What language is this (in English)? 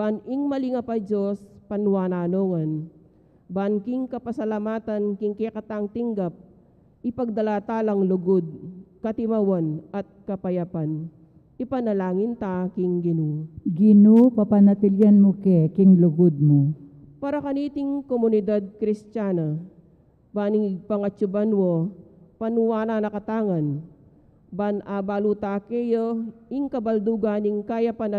Pampanga